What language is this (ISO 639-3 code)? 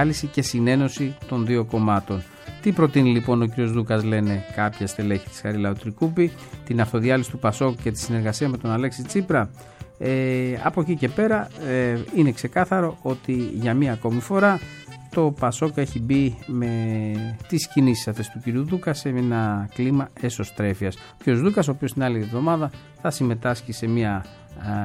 ell